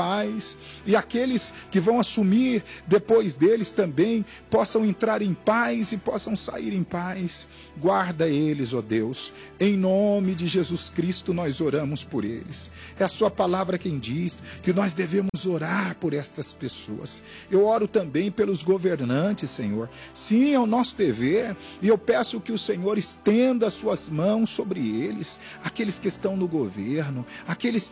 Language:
Portuguese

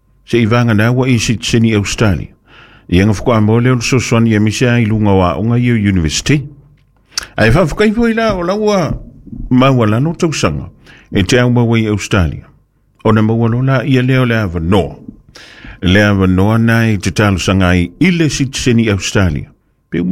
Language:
Samoan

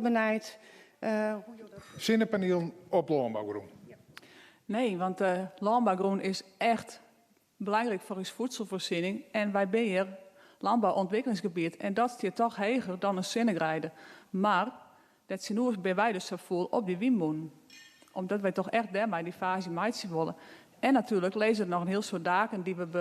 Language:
Western Frisian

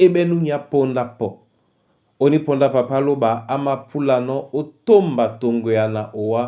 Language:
Duala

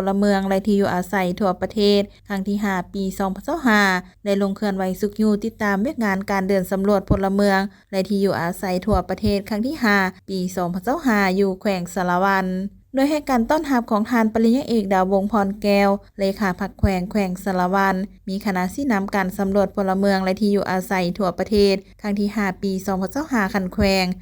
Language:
Lao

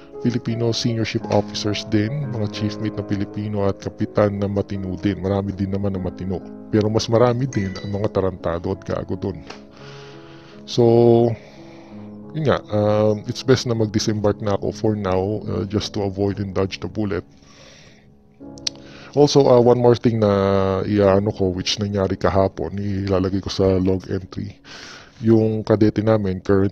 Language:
Filipino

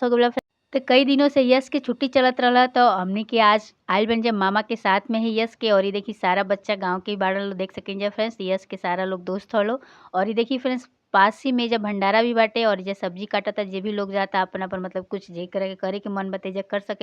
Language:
Bhojpuri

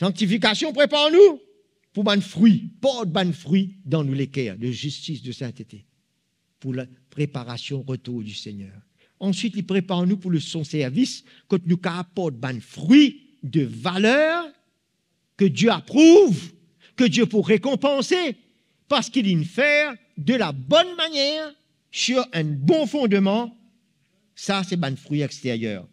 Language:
Morisyen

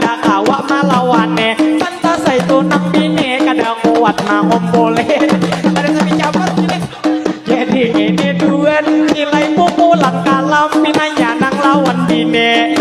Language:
Banjar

